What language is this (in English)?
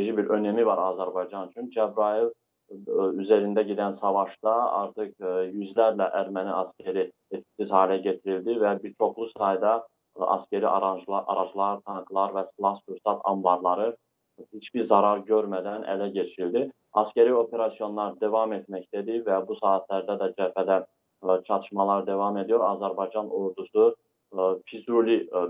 Turkish